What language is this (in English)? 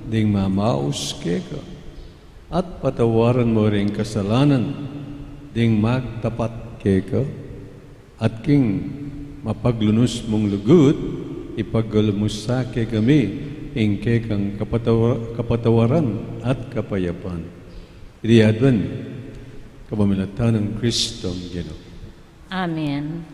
Pampanga